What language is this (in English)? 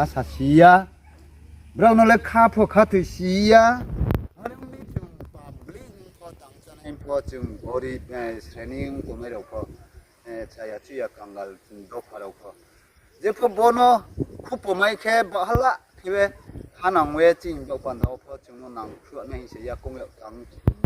Riang (India)